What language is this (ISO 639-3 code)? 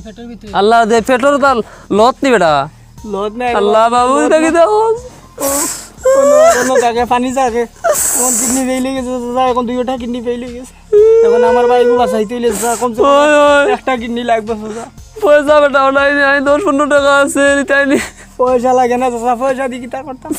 syl